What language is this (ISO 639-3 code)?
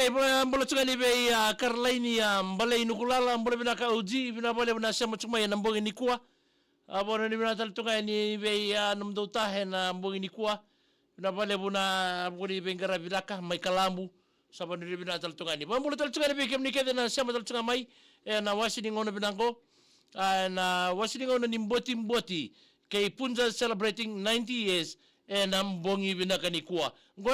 fij